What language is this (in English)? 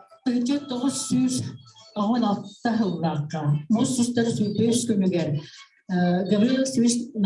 Yakut